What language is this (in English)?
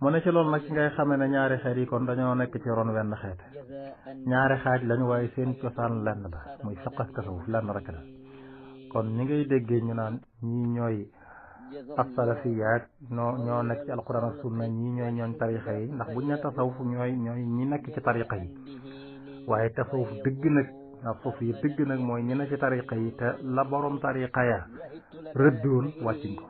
Wolof